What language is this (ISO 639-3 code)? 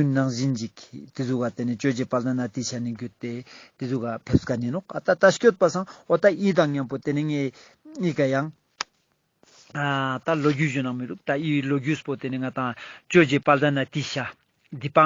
lbj